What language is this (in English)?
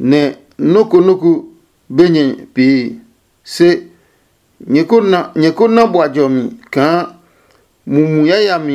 Adangme